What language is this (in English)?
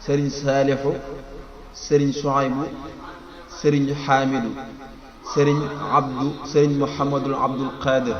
Wolof